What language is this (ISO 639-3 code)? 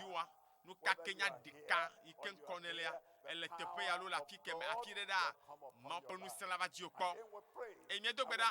ewe